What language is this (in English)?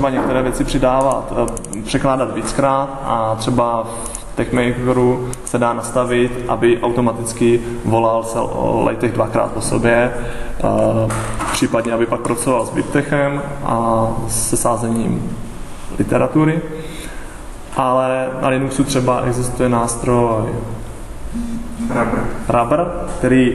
Czech